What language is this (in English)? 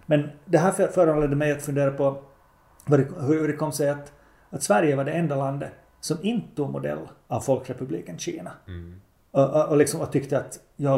Swedish